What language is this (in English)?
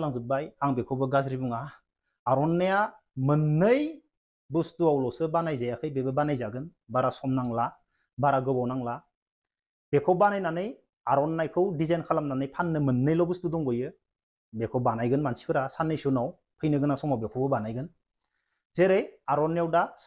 Bodo